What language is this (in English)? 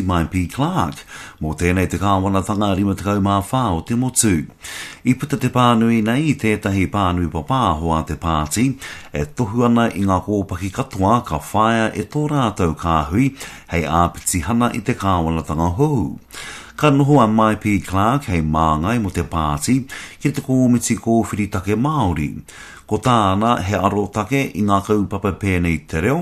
Māori